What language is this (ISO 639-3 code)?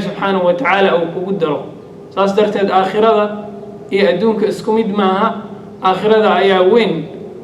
som